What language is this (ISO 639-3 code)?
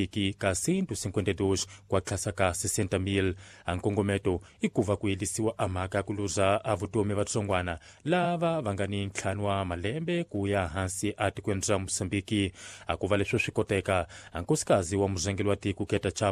tso